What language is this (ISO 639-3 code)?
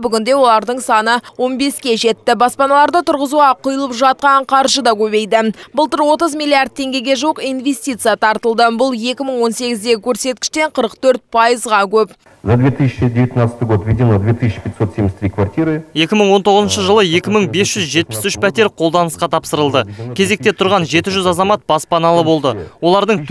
kaz